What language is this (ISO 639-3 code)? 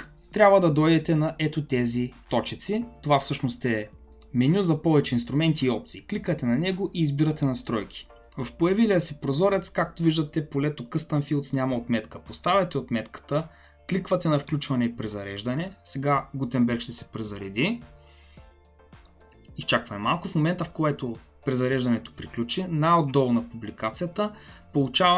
bul